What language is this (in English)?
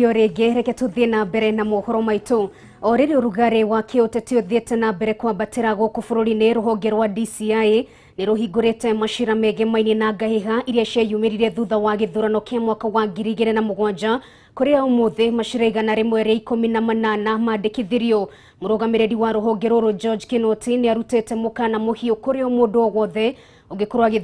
Kikuyu